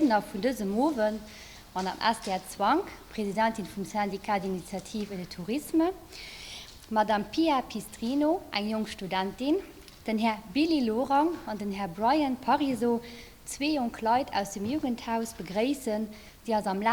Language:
Luxembourgish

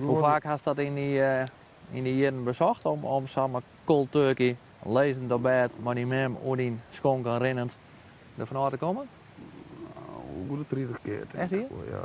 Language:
Western Frisian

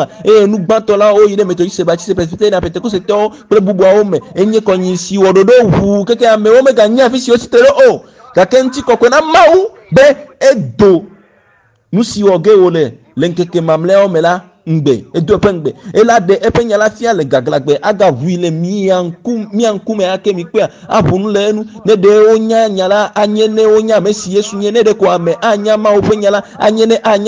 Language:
Ewe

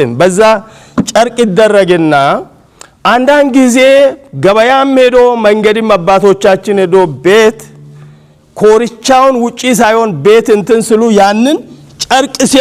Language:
Amharic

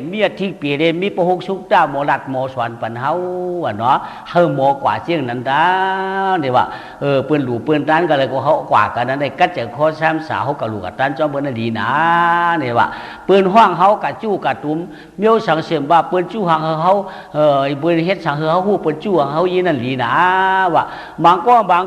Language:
Shan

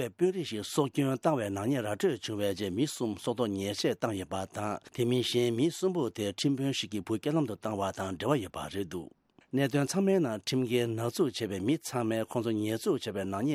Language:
Tibetan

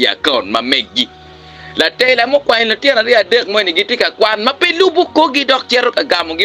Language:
Acoli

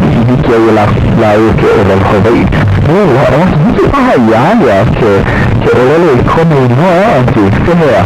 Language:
Hawaiian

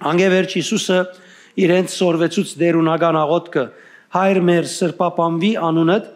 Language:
Western Armenian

